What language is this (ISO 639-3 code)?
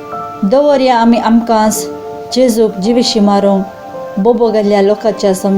kok